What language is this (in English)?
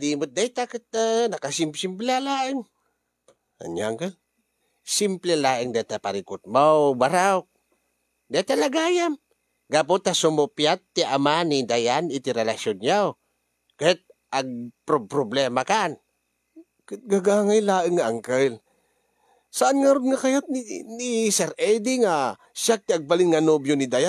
Iloko